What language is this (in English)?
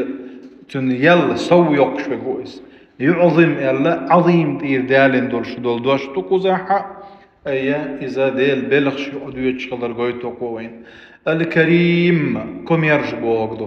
Chechen